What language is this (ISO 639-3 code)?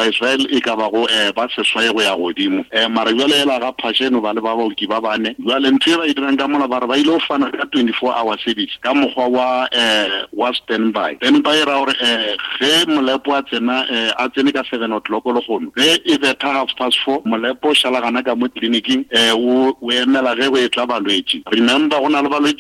nso